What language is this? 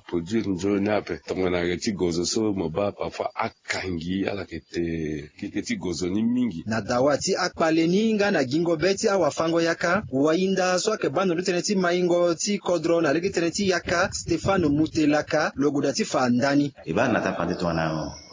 Sango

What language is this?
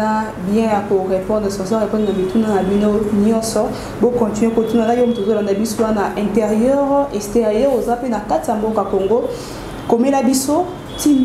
Lingala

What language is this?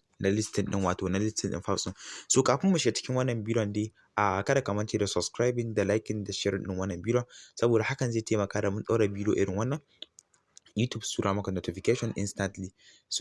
Hausa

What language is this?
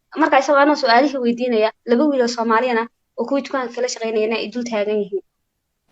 Somali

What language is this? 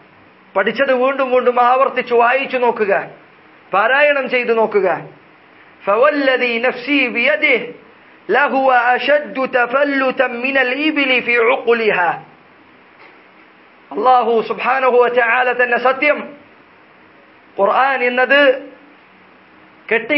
Malayalam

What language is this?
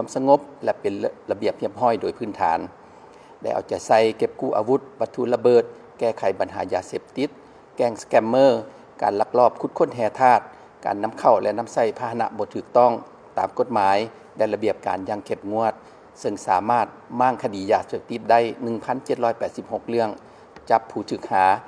Lao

